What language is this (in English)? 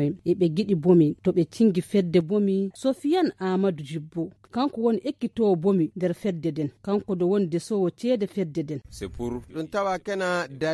Nigerian Fulfulde